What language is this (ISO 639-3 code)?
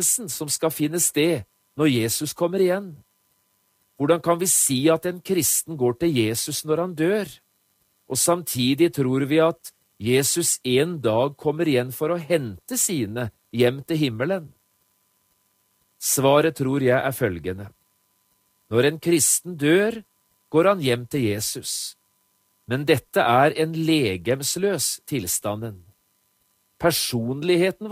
nor